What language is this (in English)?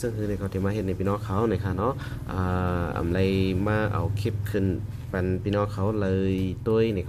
Shan